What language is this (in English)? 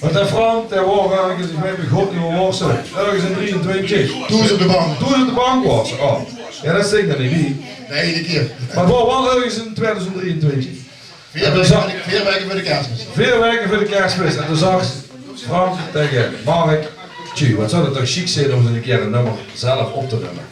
Limburgish